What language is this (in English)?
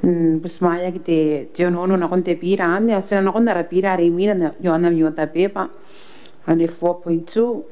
Gilbertese